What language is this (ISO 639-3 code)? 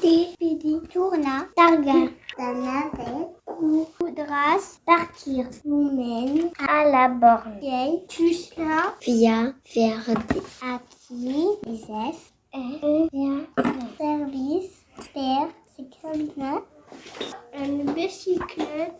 oci